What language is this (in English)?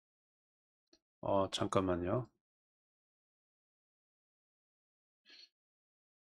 Korean